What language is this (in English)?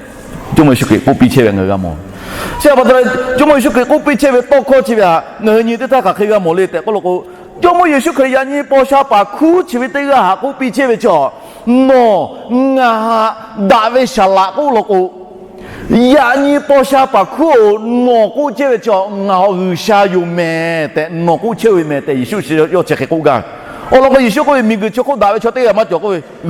Lahu